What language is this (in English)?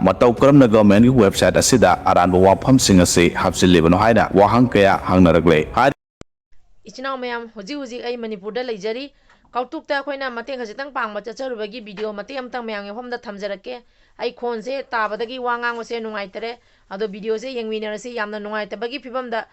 Manipuri